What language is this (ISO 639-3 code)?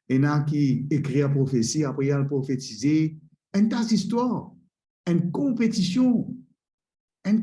mfe